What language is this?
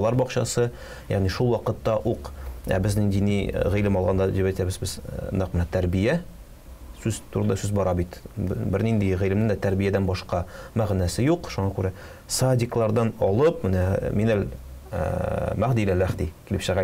Tatar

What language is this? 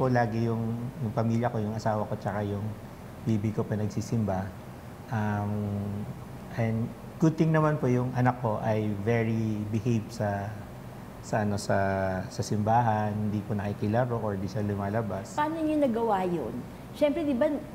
Filipino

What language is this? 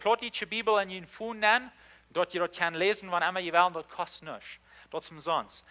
Plautdietsch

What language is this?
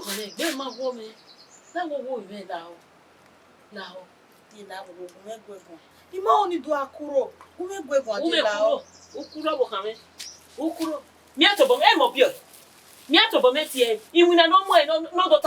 Bini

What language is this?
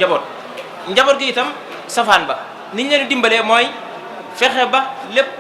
Wolof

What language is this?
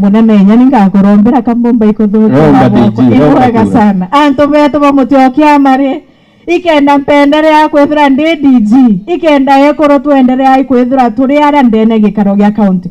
Meru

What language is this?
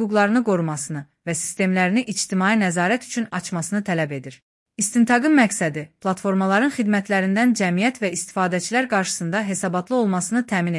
Azerbaijani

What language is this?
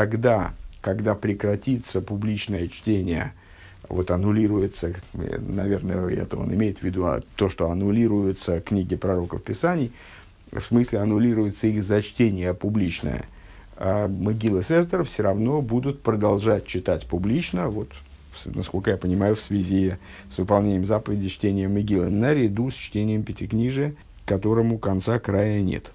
Russian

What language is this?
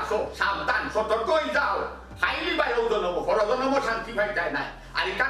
Sylheti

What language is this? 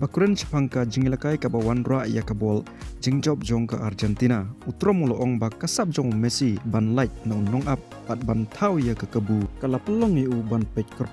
Khasi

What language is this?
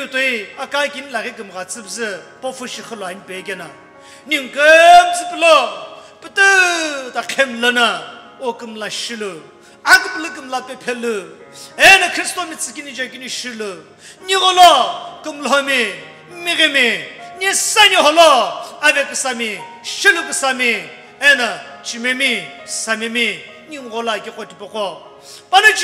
Sumi Naga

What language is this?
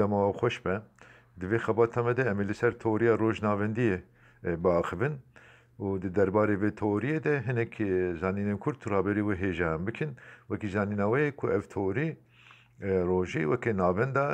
Kurdish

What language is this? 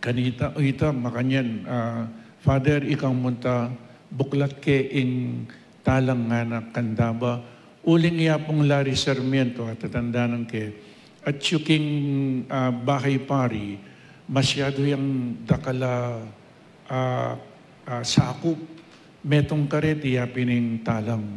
Pampanga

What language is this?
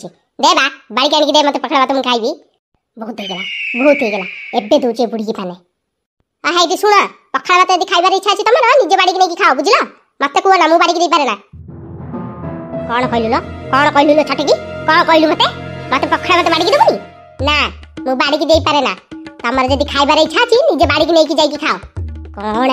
Odia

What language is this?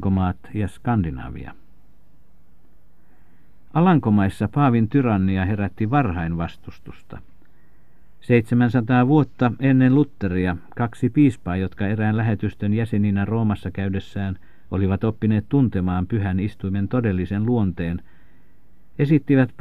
Finnish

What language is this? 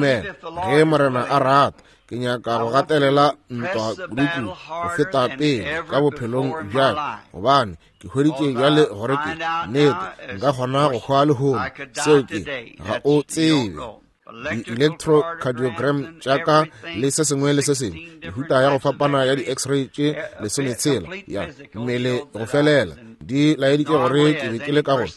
Northern Sotho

